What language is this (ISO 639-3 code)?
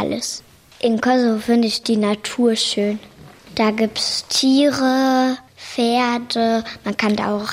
deu